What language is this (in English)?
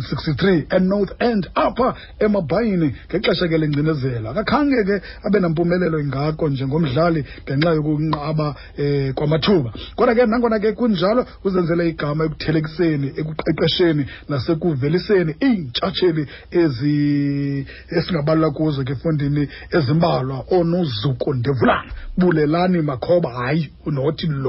Xhosa